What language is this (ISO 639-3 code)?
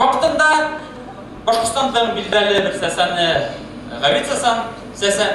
bak